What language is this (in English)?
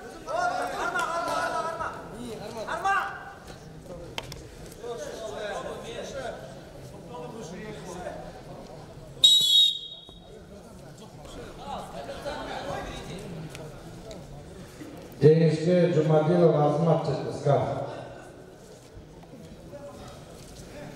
Kazakh